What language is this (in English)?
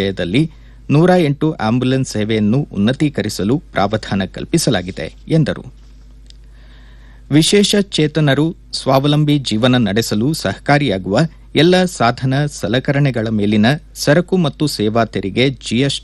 Kannada